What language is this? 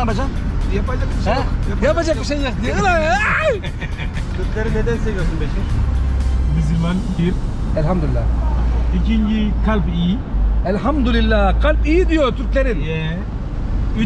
Turkish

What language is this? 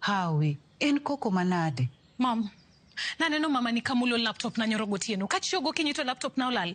Luo (Kenya and Tanzania)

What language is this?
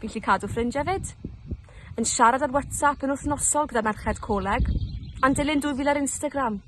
Welsh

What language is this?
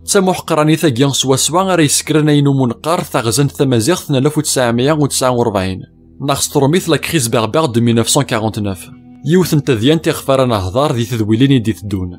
Kabyle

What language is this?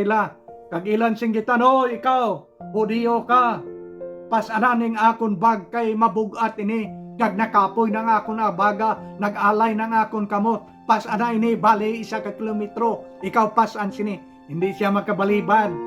Hiligaynon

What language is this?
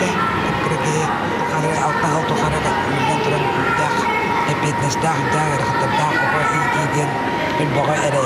Yakut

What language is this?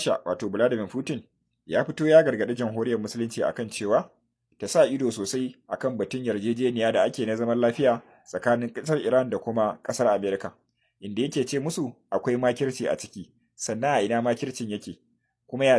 Hausa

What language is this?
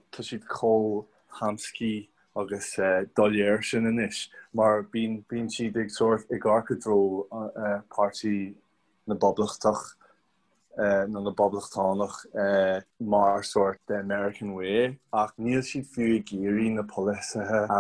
Irish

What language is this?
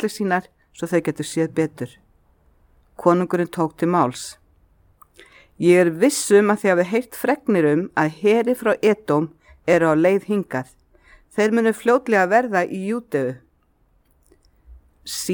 Icelandic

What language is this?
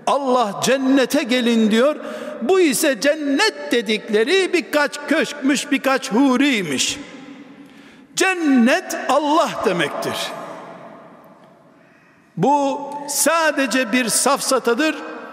Turkish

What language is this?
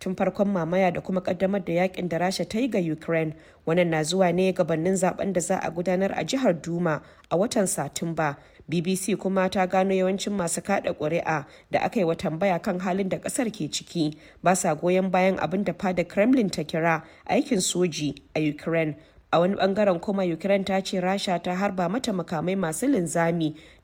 Hausa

